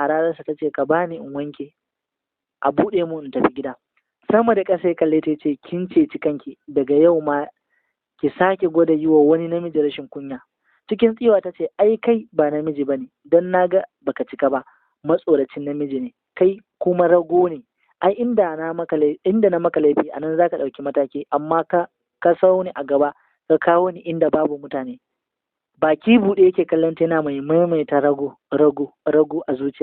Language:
Hausa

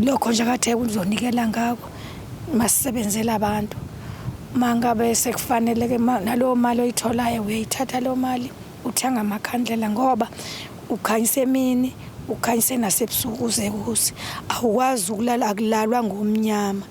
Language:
Zulu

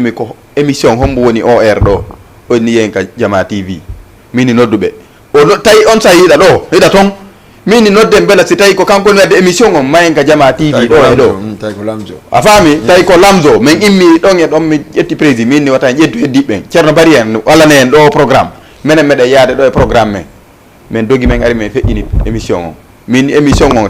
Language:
Fula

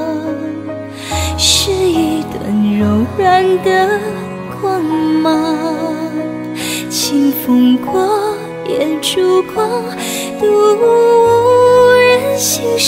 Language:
Chinese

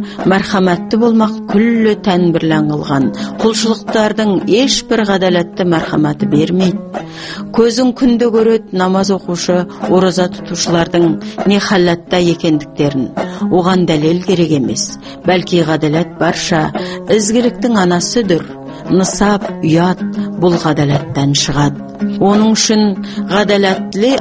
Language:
Kazakh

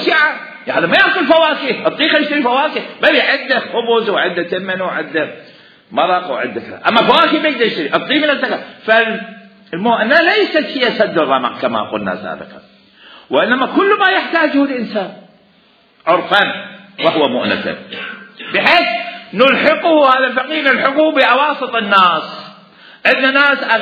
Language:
Mesopotamian Arabic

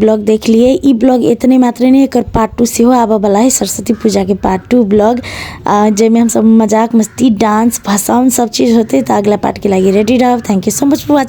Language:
Maithili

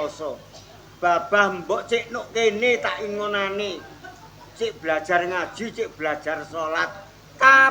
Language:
Javanese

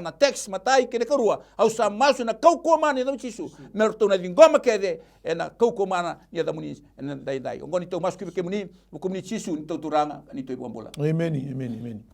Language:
Fijian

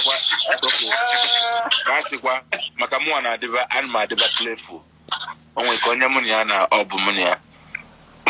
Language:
Igbo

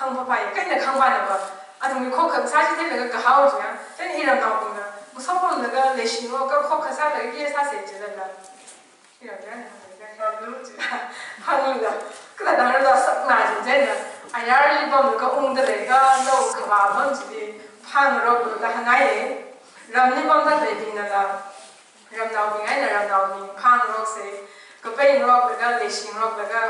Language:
Tangkhul Naga (India)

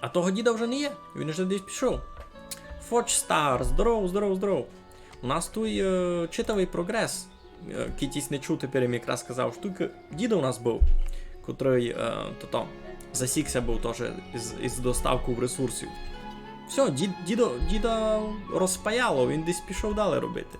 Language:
Rusyn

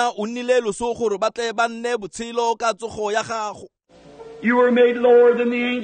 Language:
Tswana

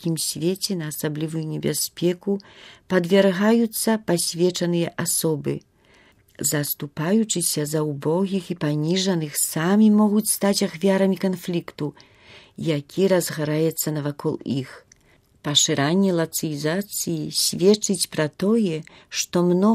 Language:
Belarusian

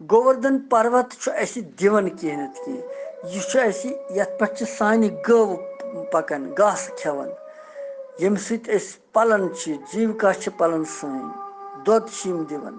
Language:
Kashmiri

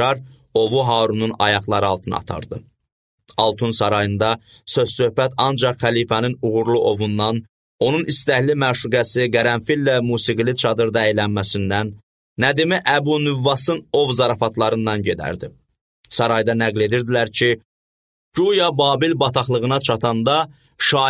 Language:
Azerbaijani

